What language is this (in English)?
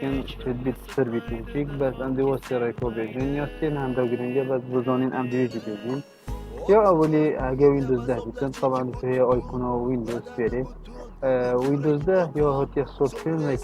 Kurdish